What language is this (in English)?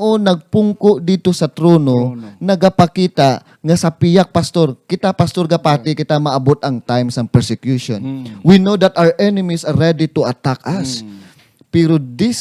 Hiligaynon